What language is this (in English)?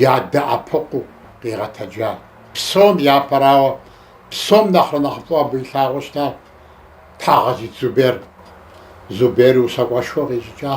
Kabardian